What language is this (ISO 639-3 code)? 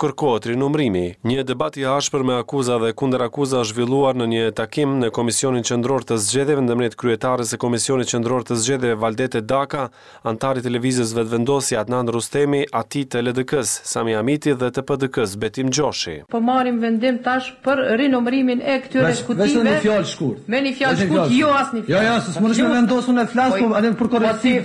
sqi